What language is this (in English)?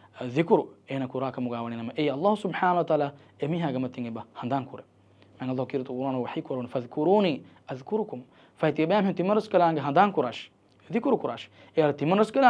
Divehi